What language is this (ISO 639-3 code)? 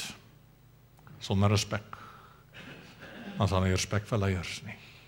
afr